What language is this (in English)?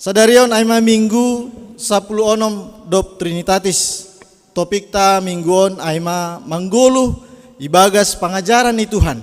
Batak Simalungun